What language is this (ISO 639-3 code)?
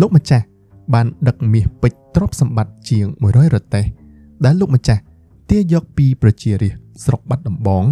khm